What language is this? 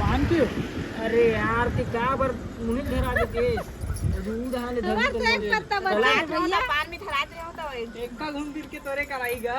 Chhattisgarhi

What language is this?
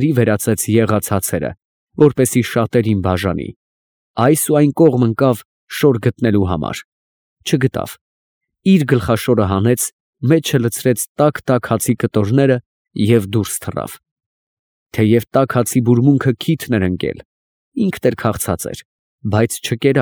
Armenian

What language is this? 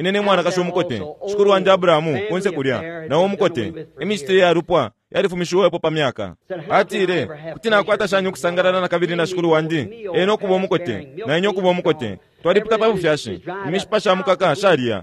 Bemba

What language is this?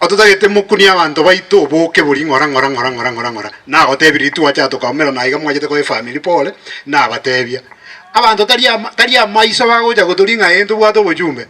Gusii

